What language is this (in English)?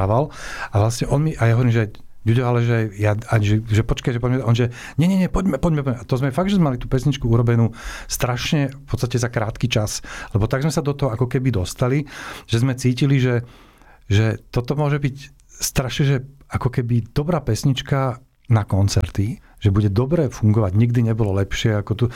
Slovak